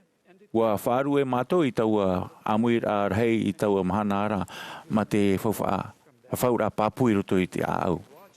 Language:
Tahitian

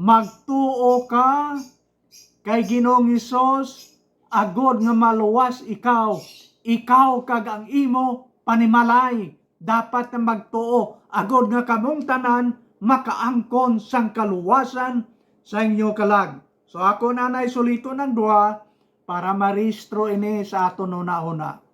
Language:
Hiligaynon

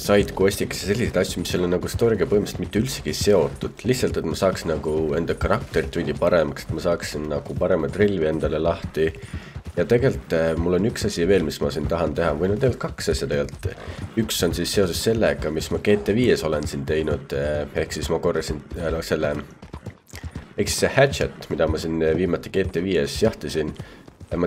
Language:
Estonian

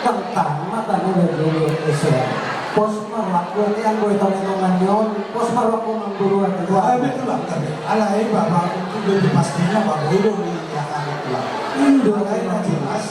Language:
Batak Toba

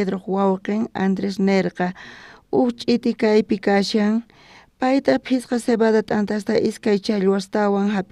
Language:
South Bolivian Quechua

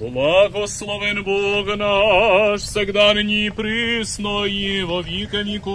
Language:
Rusyn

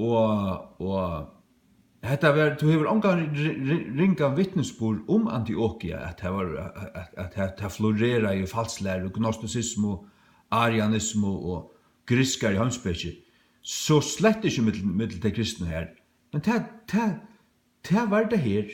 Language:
Faroese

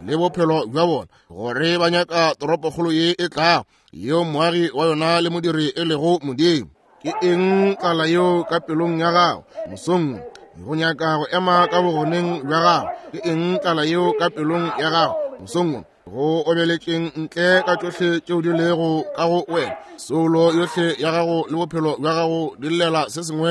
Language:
Northern Sotho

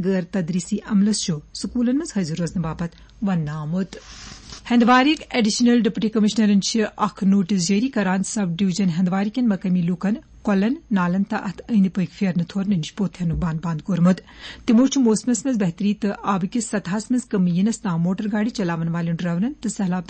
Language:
Kashmiri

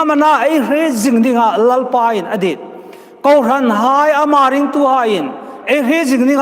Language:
Hmar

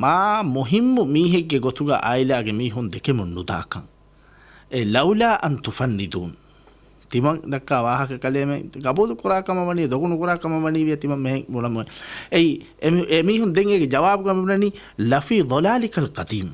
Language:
Divehi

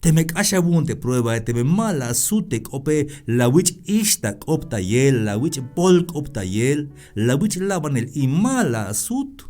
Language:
Tzeltal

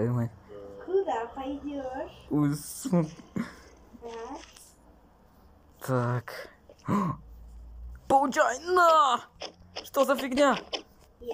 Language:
Russian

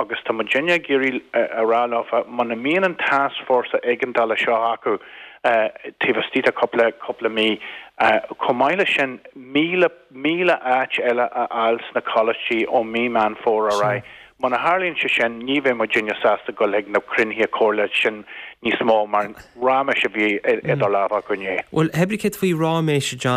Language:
Irish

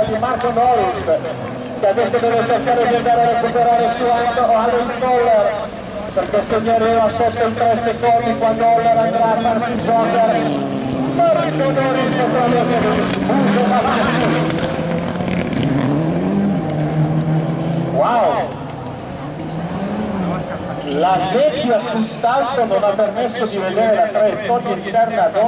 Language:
Italian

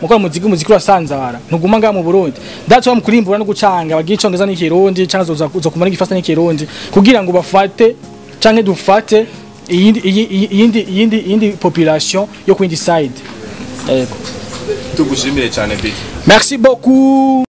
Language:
Rundi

